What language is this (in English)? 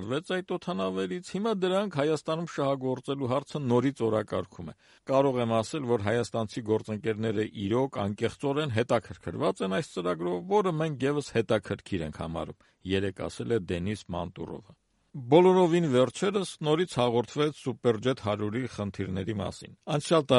Armenian